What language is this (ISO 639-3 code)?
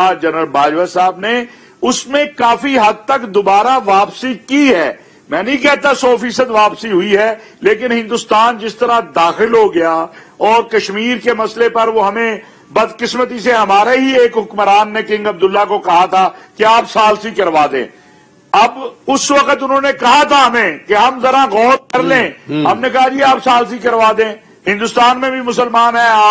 urd